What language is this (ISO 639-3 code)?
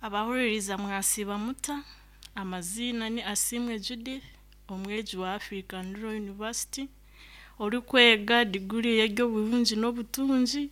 nyn